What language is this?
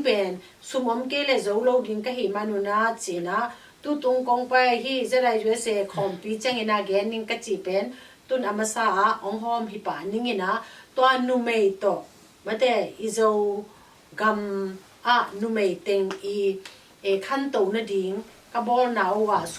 Tedim Chin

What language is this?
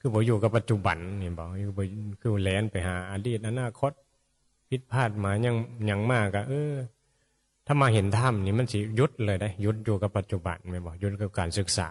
Northeastern Thai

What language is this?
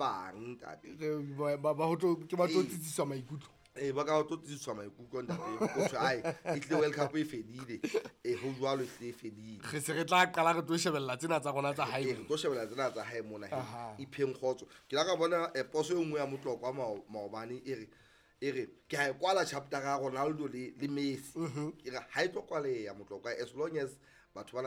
Southern Sotho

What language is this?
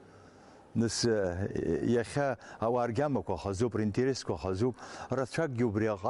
Abkhazian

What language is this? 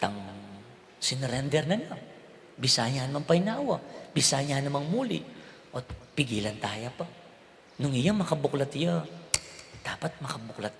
Pampanga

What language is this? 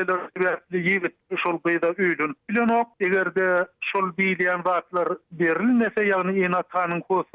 Turkmen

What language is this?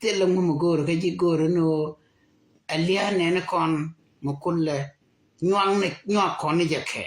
Nuer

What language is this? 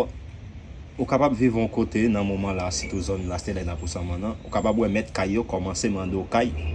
Haitian Creole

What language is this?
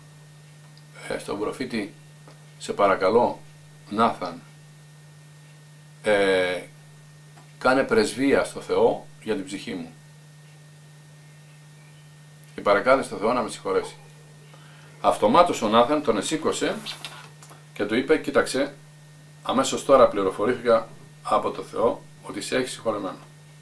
Greek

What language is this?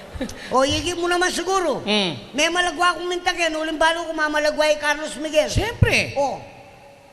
Pampanga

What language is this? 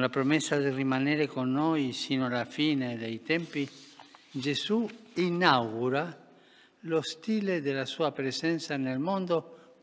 Italian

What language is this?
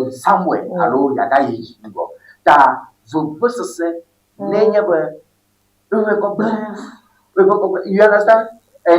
Ewe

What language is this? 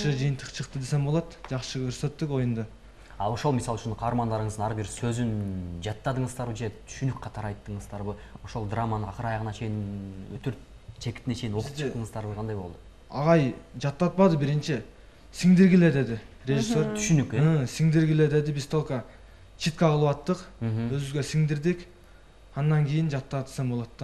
Kyrgyz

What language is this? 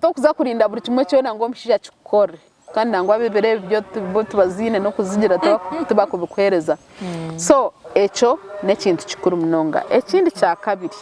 Nyankole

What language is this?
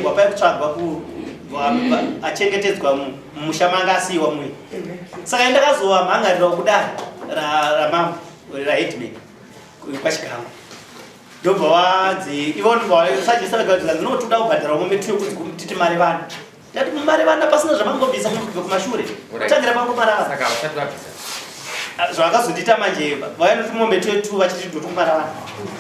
Shona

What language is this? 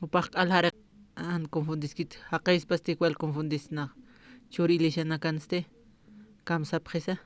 Aymara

